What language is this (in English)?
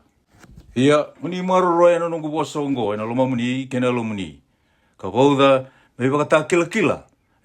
Fijian